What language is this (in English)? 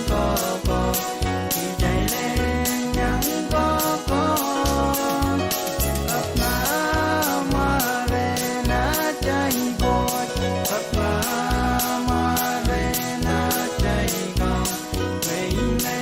Pohnpeian